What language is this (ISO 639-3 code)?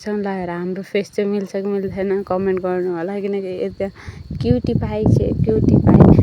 nep